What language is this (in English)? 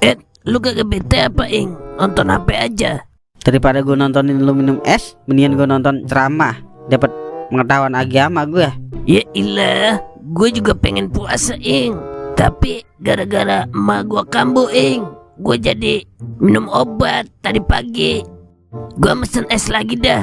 Betawi